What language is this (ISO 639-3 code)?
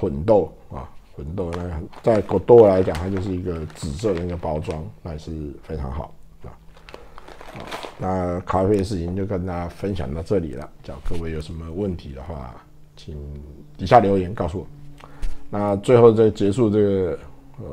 zho